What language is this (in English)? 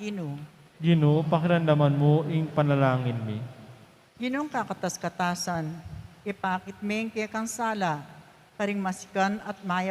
Pampanga